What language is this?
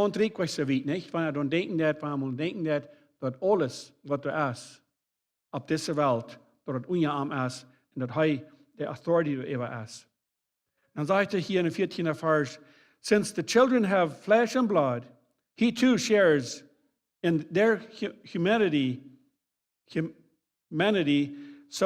Plautdietsch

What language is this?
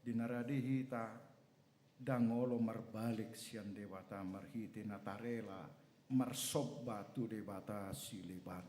Batak Toba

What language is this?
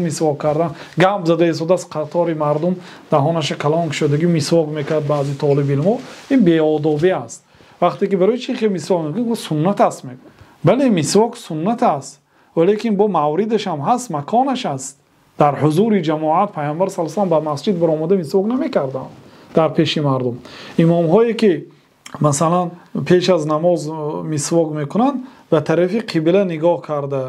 Tajik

